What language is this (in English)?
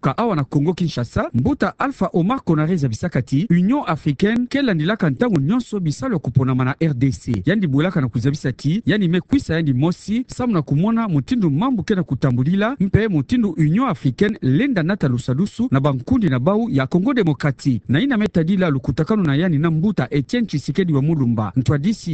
Kituba (Democratic Republic of Congo)